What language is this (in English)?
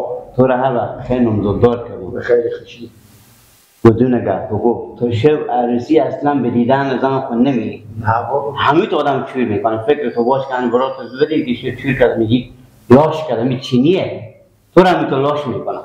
Persian